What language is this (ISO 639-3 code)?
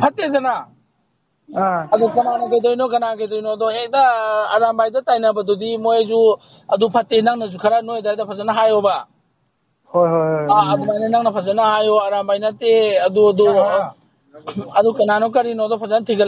mni